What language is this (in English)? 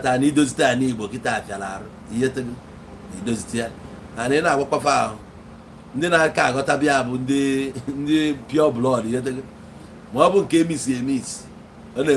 Igbo